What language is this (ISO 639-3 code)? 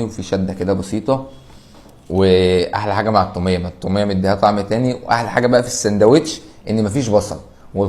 arz